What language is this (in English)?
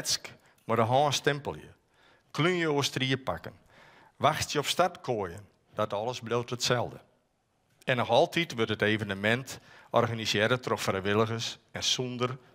Western Frisian